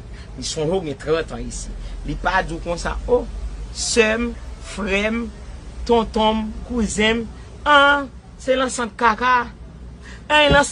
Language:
Haitian Creole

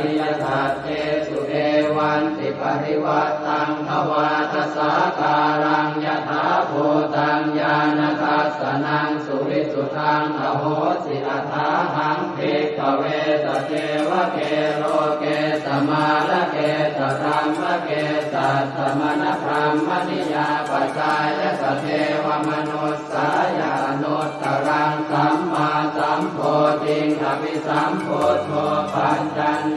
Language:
Pali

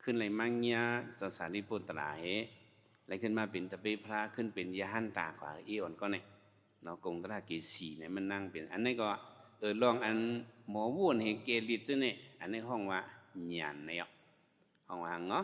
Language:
Shan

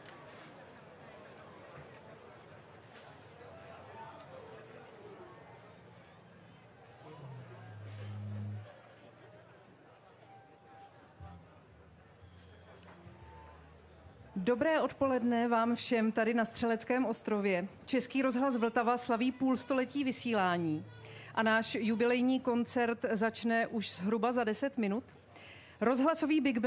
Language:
Czech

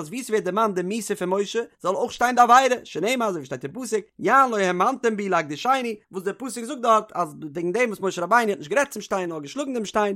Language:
Yiddish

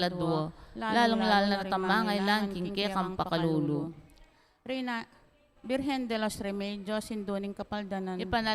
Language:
Pampanga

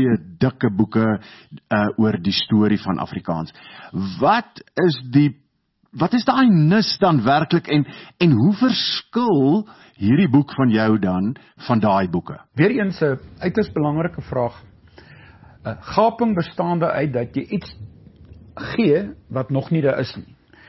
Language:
Afrikaans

